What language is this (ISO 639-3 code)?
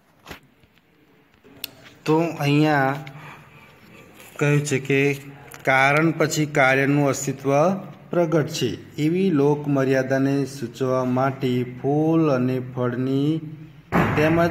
guj